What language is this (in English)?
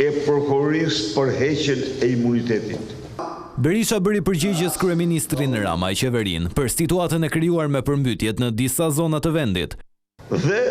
Albanian